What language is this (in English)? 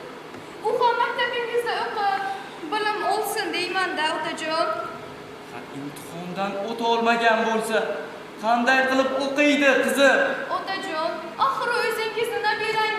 Uzbek